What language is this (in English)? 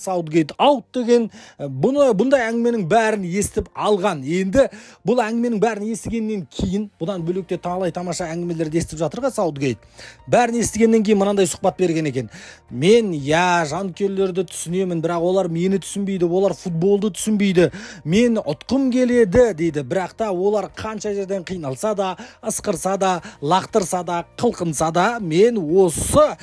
Kazakh